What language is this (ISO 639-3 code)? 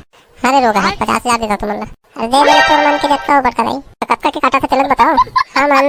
hne